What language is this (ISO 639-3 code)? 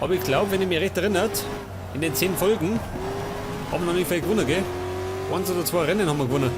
bar